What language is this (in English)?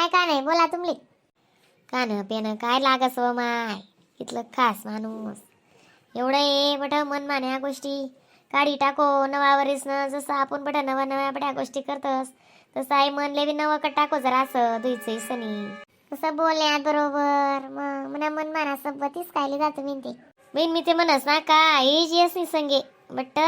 Khandesi